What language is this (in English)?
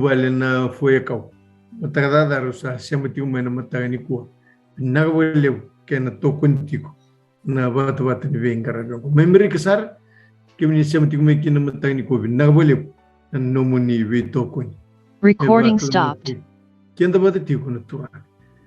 Fijian